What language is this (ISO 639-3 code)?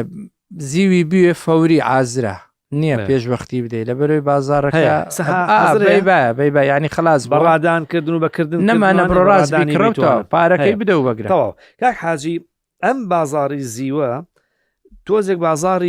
ckb